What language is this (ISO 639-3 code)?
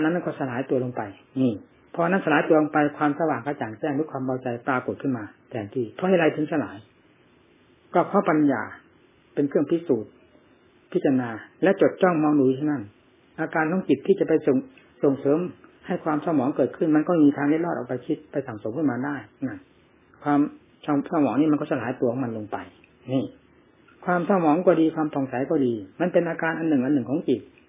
tha